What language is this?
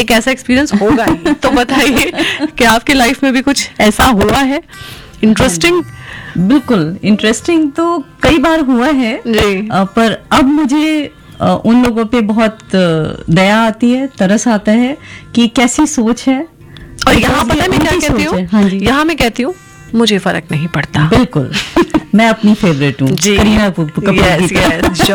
Hindi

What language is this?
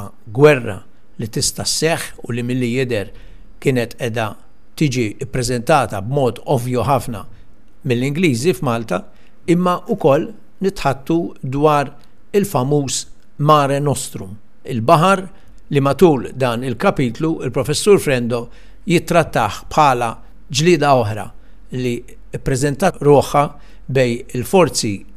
Maltese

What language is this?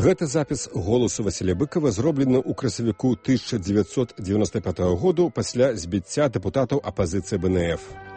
Belarusian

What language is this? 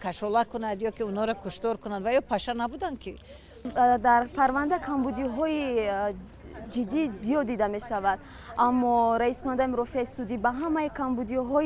Tajik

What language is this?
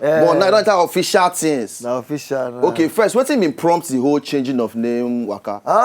Nigerian Pidgin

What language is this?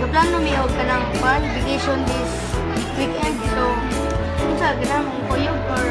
Cebuano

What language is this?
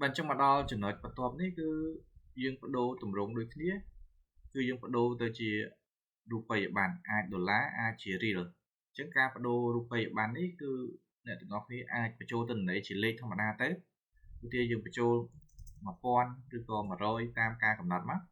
Khmer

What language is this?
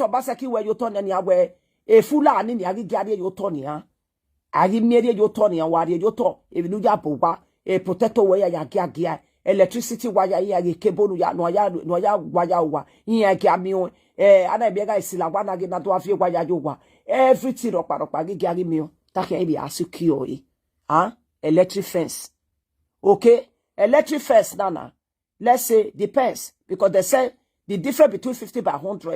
Nigerian Pidgin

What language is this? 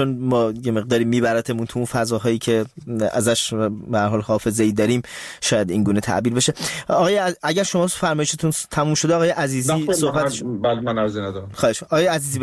Persian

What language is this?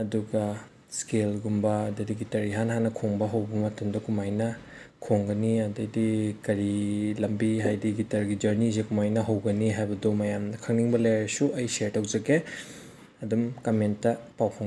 Manipuri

